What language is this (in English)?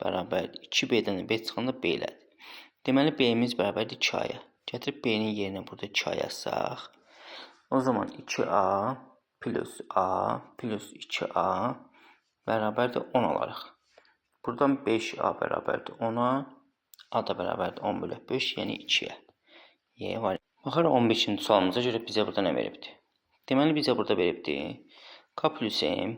Azerbaijani